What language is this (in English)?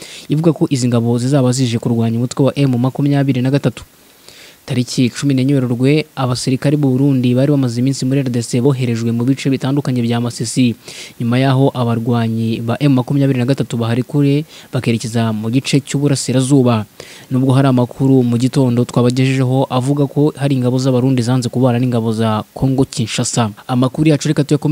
Kinyarwanda